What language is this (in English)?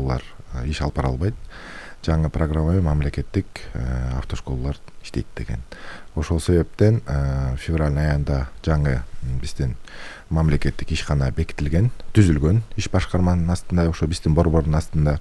Kyrgyz